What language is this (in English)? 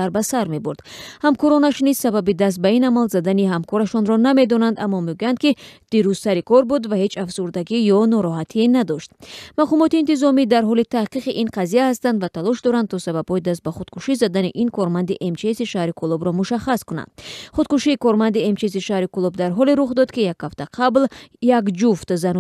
Tajik